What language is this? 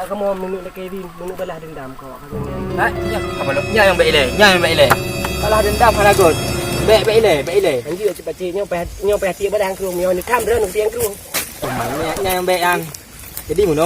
Achinese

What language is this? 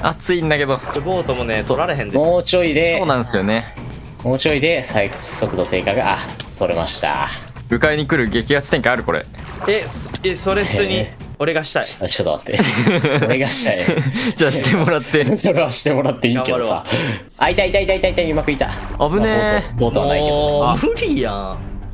Japanese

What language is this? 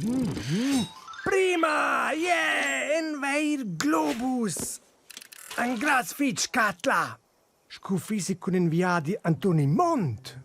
Romansh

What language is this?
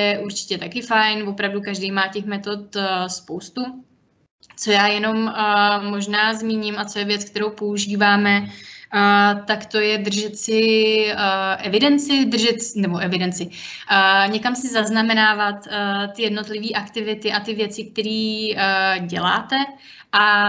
Czech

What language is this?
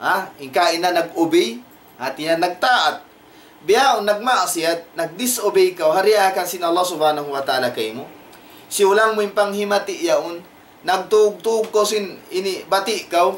Tausug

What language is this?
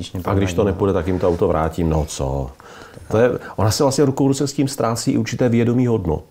Czech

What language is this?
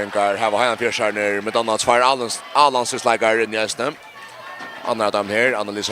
Faroese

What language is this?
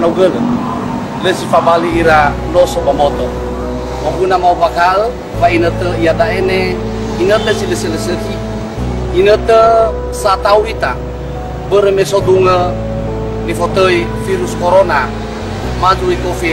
Nias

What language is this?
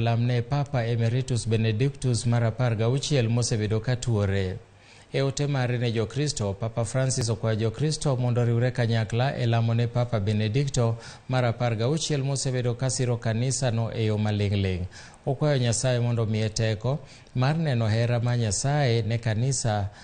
Luo (Kenya and Tanzania)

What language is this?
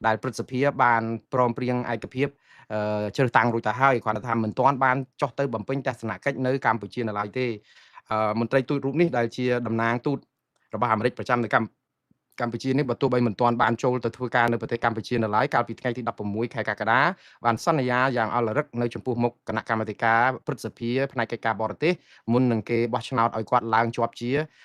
Khmer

